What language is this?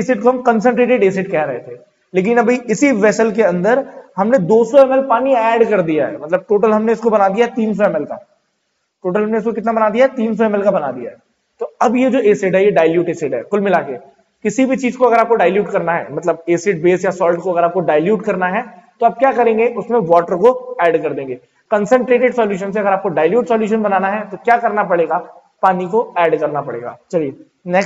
Hindi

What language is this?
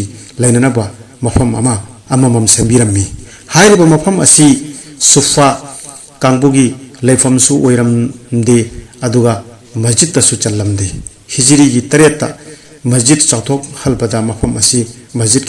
Manipuri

